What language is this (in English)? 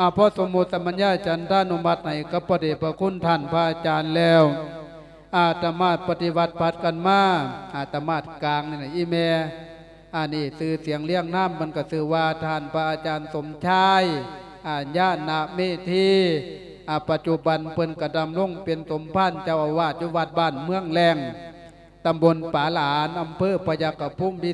Lao